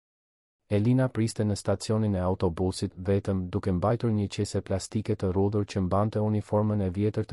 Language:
Albanian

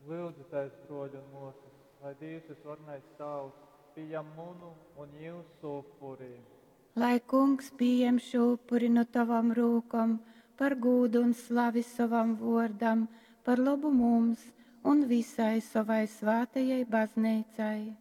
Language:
Latgalian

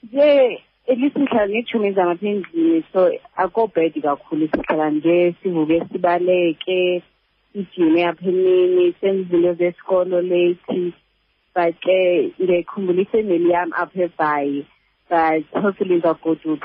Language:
Xhosa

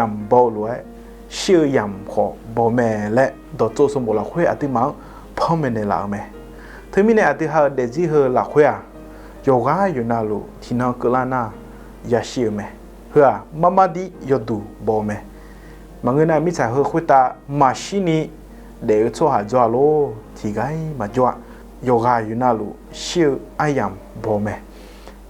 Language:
Akha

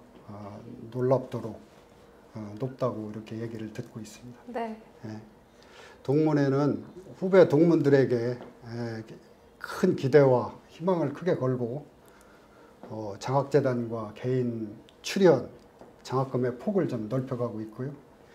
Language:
Korean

